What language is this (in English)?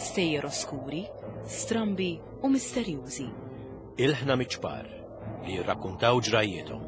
Maltese